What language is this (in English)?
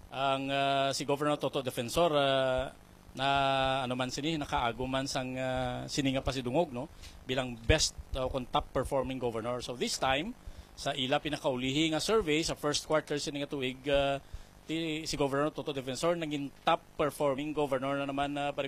Hiligaynon